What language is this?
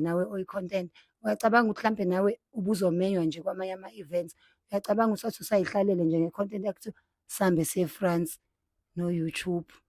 Zulu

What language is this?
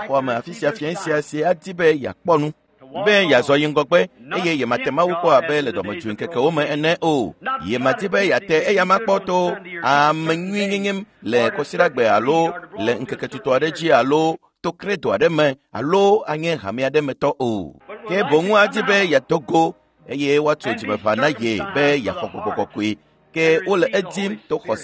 Ewe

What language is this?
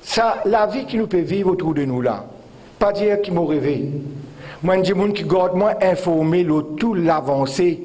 Morisyen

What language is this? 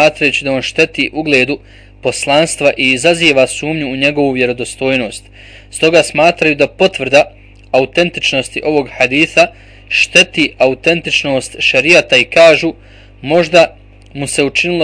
Bosnian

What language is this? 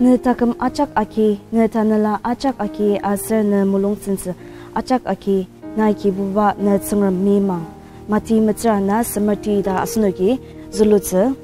Ao Naga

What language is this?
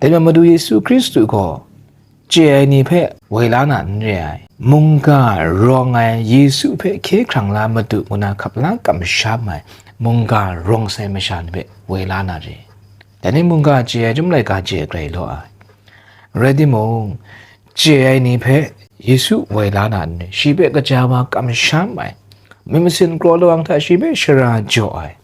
Kachin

